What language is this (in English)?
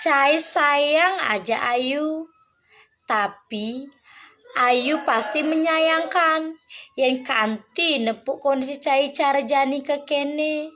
Balinese